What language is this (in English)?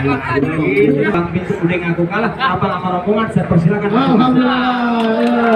Betawi